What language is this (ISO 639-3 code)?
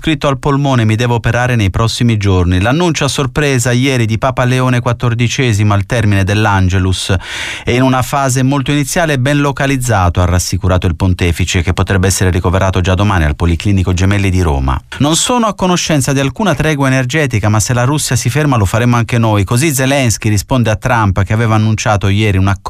ita